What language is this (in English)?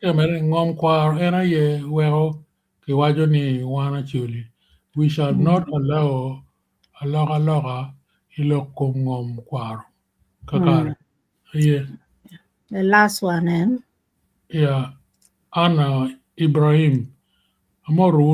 Acoli